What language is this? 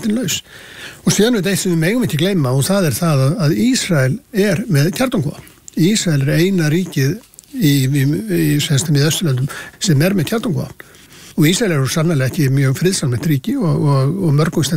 Icelandic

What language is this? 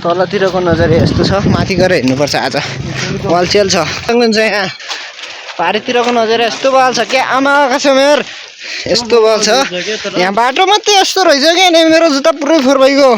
Nepali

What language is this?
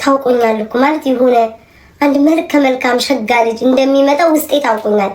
Amharic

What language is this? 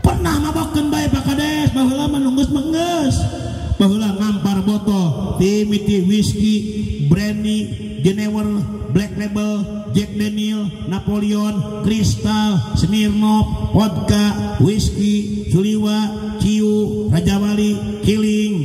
Sundanese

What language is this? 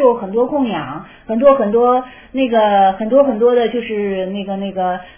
Chinese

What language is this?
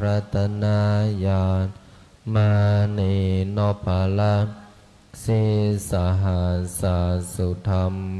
Pali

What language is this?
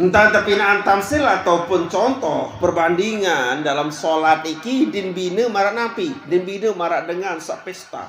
Sasak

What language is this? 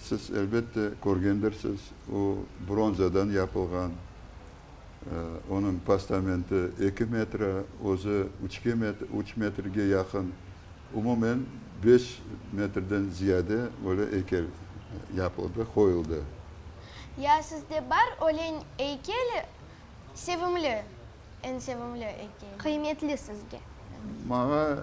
Crimean Tatar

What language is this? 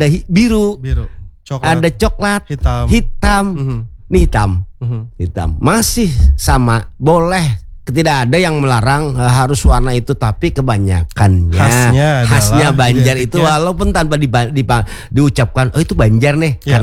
Indonesian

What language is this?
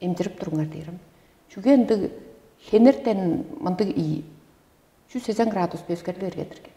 Tuvinian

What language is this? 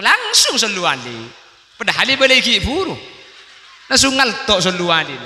Madurese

